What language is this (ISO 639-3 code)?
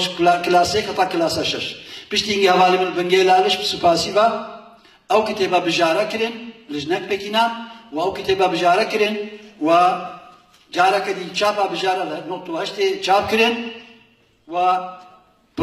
kur